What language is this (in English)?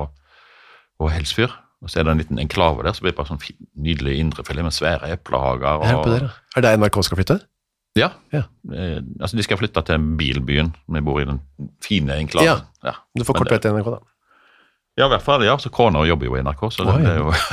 Norwegian